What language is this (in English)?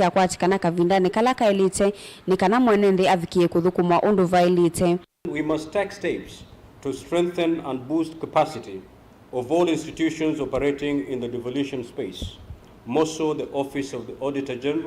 Kamba